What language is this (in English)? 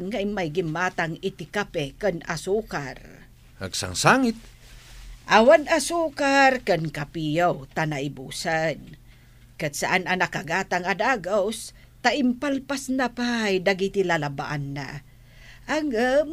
Iloko